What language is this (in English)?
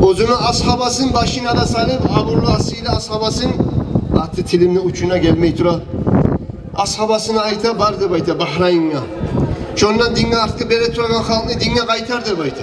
Kumyk